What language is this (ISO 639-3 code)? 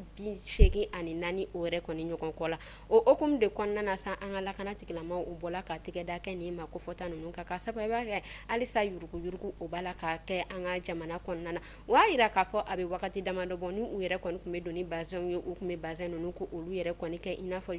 bam